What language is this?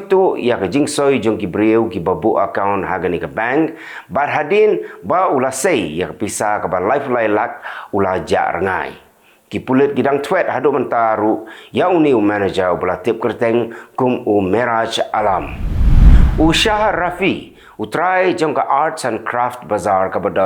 Khasi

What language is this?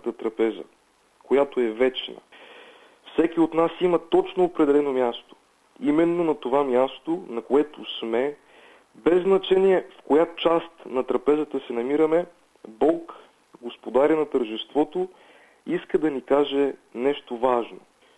Bulgarian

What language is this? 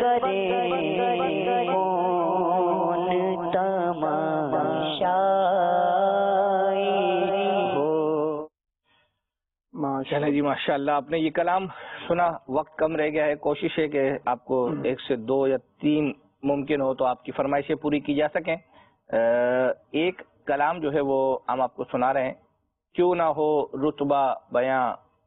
Urdu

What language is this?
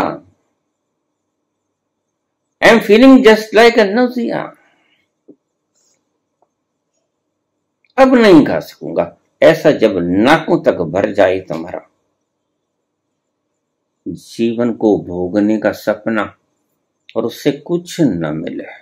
Hindi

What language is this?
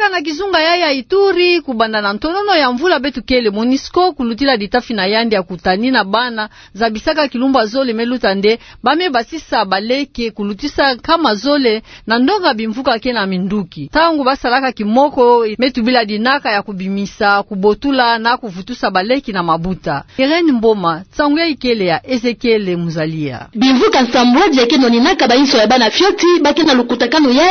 Kituba (Democratic Republic of Congo)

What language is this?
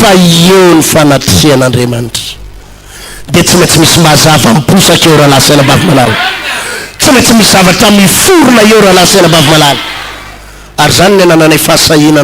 Malagasy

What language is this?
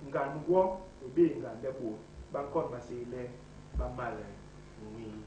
Basaa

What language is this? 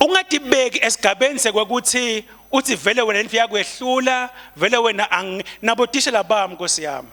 Swati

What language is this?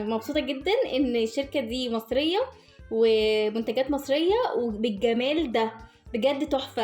Egyptian Arabic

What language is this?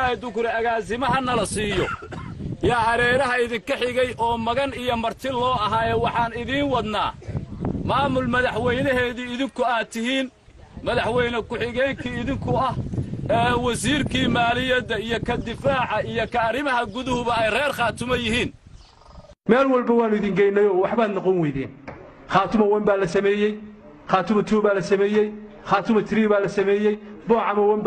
Somali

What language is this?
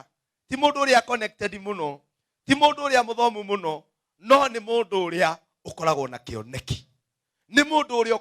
Kikuyu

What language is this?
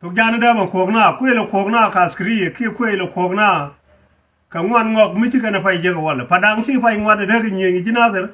Nuer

